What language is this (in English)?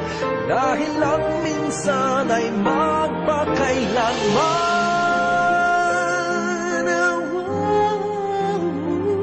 Filipino